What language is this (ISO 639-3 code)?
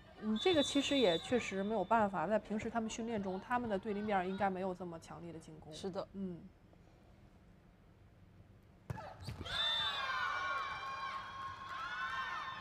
zho